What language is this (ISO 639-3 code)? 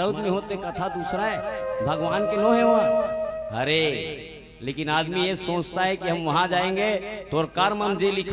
hne